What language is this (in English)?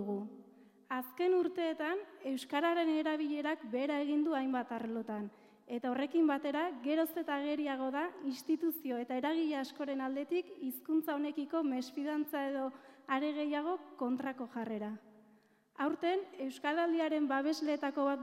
Basque